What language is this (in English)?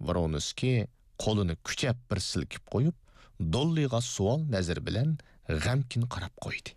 Uyghur